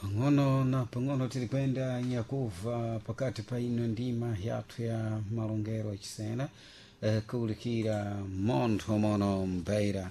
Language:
Sena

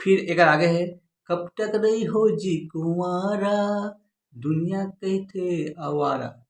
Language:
Chhattisgarhi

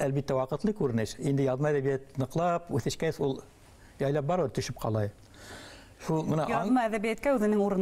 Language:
Bashkir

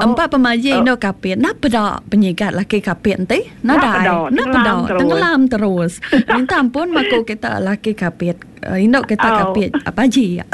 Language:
Iban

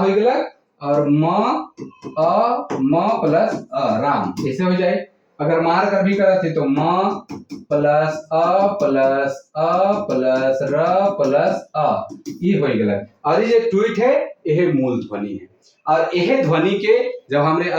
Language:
Sadri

